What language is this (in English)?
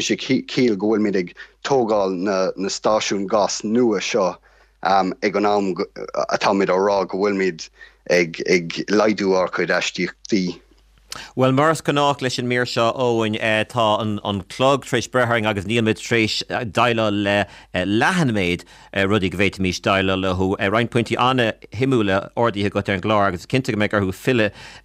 Irish